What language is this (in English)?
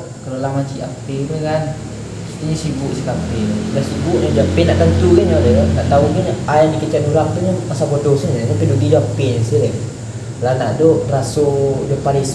Minangkabau